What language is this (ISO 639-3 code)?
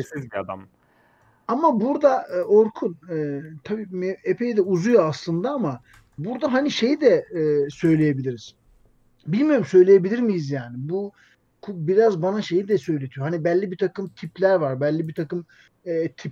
tur